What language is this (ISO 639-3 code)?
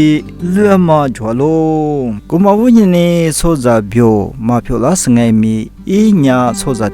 lis